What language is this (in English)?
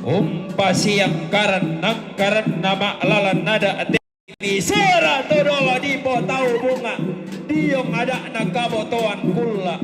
Toraja-Sa'dan